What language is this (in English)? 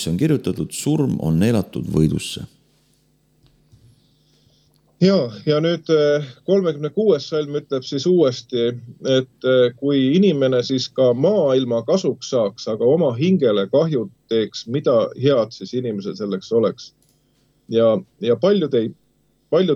Estonian